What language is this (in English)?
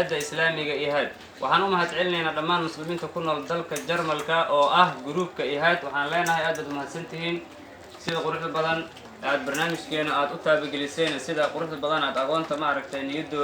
Somali